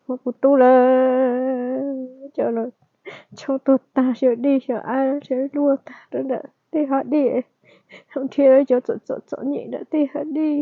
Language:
Hmong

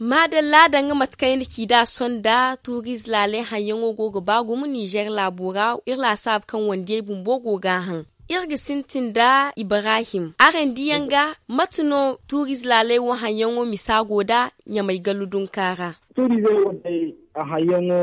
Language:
Zarma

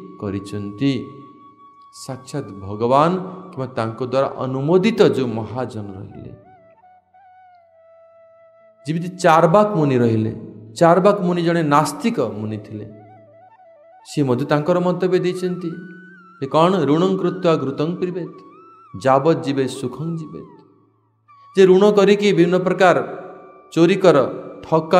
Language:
Odia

